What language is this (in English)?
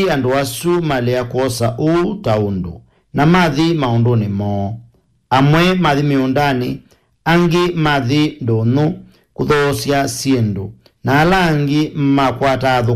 Kamba